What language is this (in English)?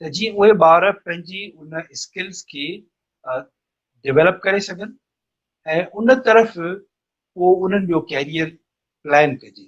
Sindhi